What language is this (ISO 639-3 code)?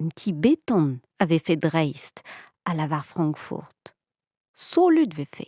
bre